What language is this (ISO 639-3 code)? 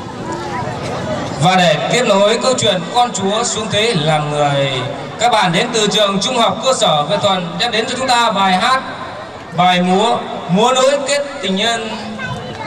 vie